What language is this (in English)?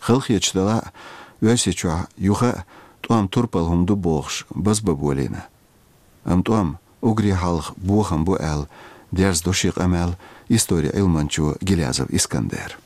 Chechen